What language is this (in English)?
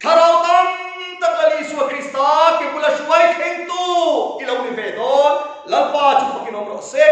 Mizo